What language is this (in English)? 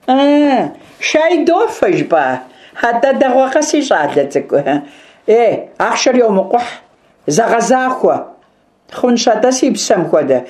Kabardian